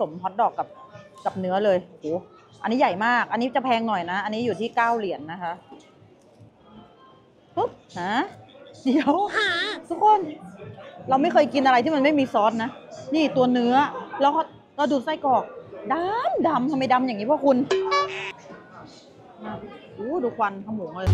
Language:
Thai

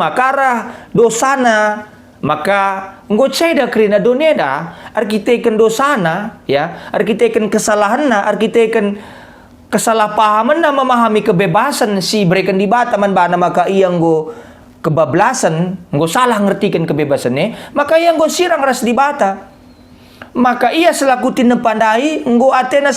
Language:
Batak Karo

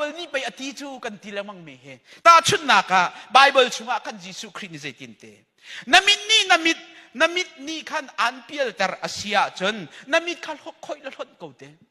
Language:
Hakha Chin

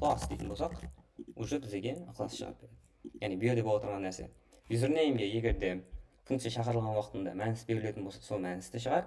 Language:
Kara-Kalpak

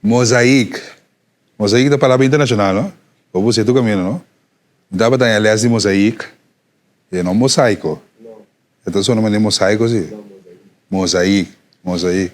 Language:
Papiamento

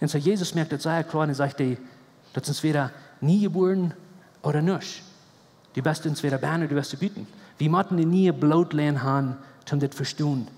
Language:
Plautdietsch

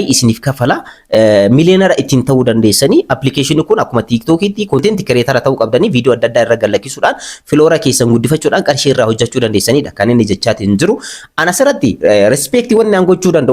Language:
Oromo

